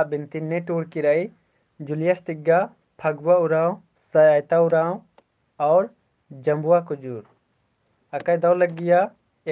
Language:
Kurukh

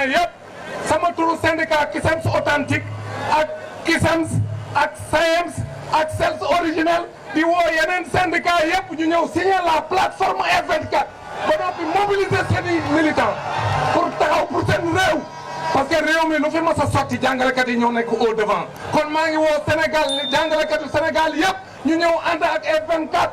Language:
Wolof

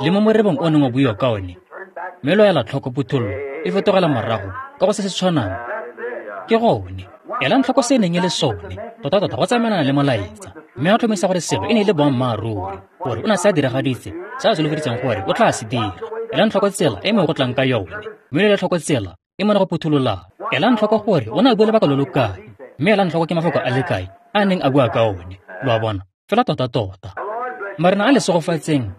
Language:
Tswana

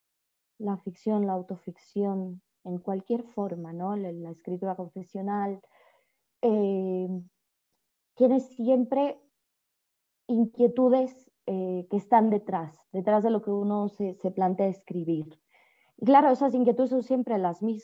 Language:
Spanish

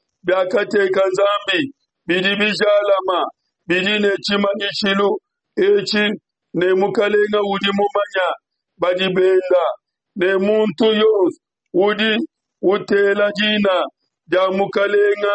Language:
Luba-Lulua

